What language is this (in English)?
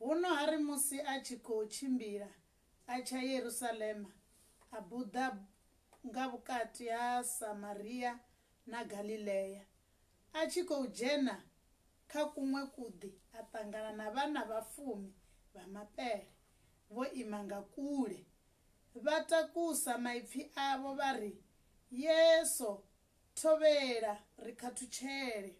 Venda